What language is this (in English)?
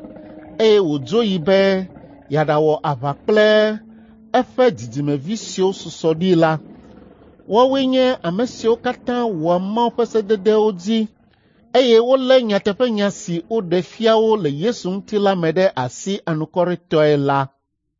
Ewe